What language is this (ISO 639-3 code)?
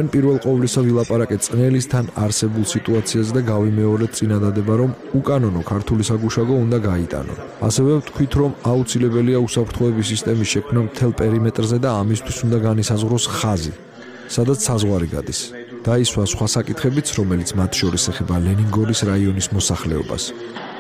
kat